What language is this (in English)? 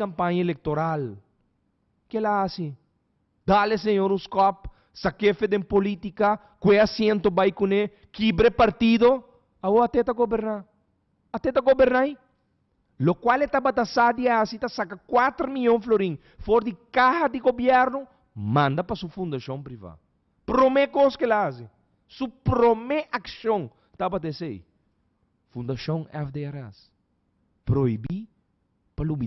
Papiamento